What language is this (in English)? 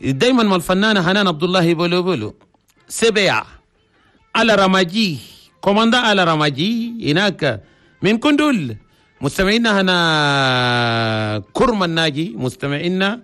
Chadian Arabic